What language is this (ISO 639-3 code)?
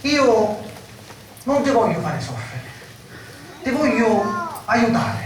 scn